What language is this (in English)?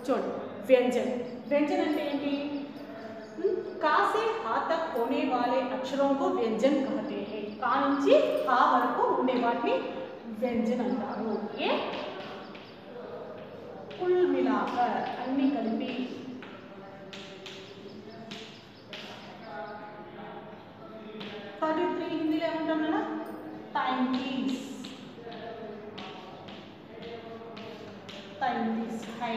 Telugu